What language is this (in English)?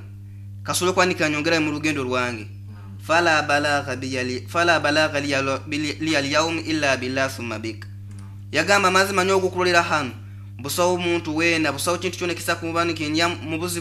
Nyoro